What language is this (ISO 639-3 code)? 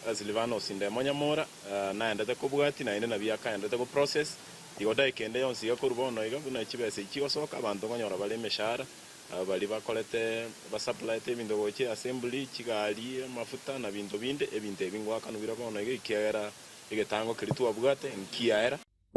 guz